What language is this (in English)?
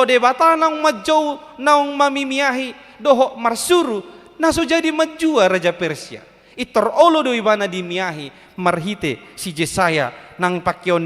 Batak Toba